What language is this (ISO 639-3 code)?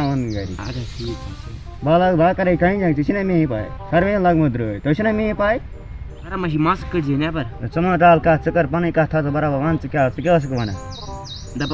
kas